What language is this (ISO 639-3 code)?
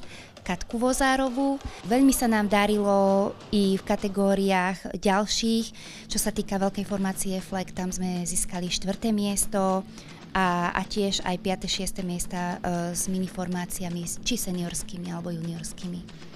slk